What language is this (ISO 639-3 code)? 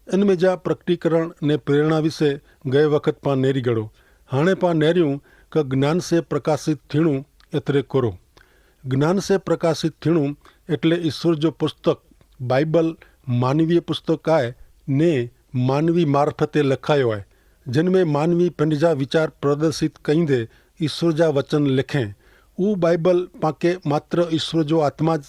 kfr